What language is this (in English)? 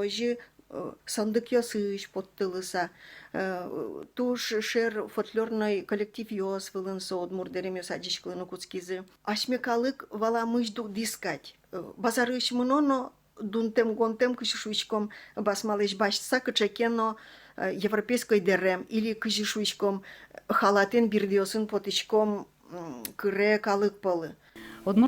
Udmurt